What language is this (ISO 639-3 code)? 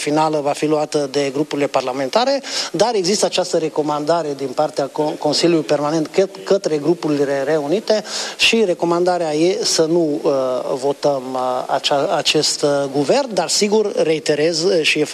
ron